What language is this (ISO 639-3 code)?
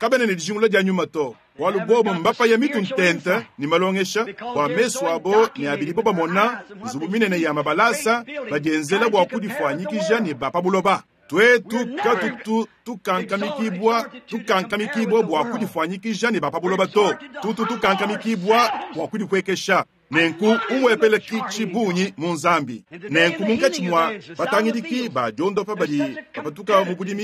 lua